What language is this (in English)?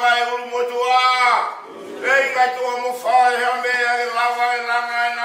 Tongan